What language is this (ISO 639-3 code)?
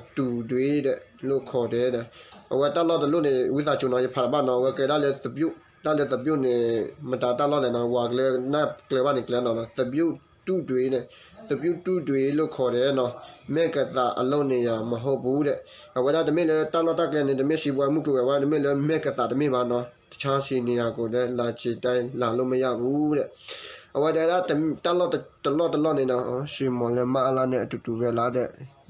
ksw